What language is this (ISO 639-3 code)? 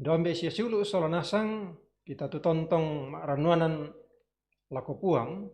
sda